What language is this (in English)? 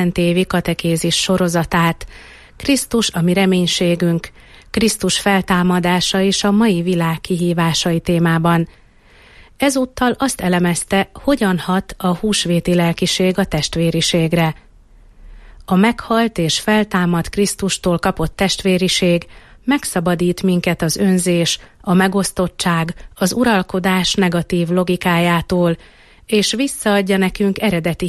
Hungarian